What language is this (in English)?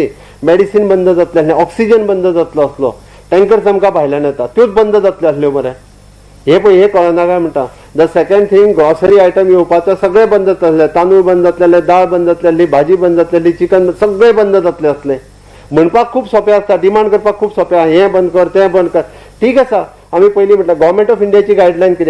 Konkani